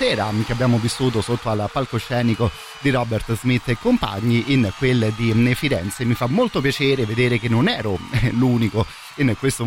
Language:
Italian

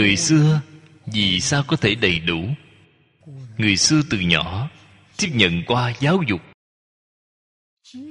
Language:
Vietnamese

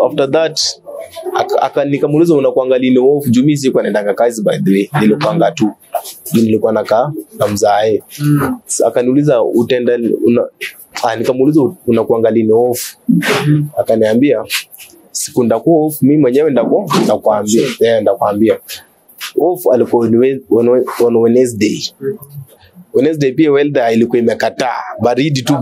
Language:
Swahili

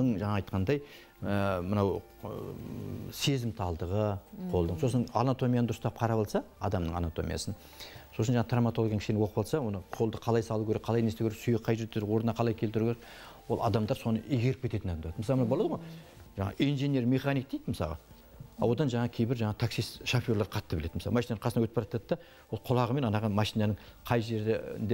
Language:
Kazakh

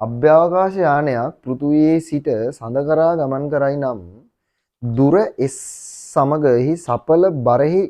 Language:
Sinhala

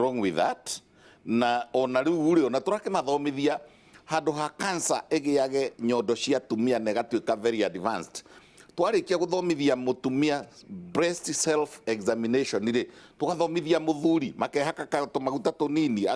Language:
Kikuyu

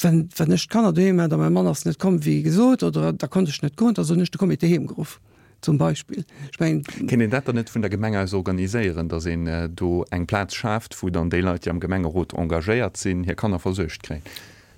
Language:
Luxembourgish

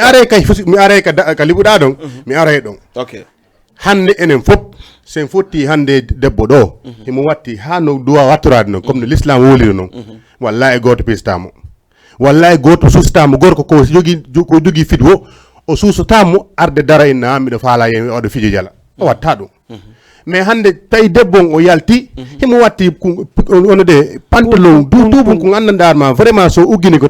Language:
Fula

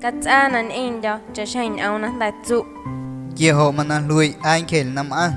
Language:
Guerrero Amuzgo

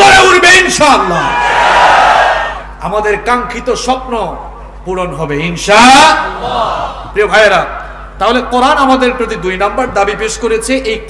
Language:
Bangla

